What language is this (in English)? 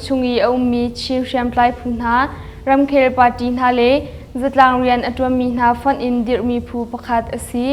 Hakha Chin